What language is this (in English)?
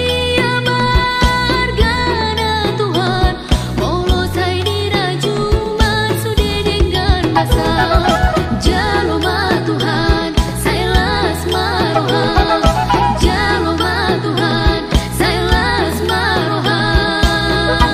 Batak Toba